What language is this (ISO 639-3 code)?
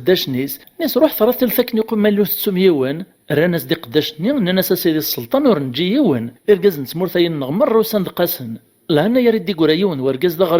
kab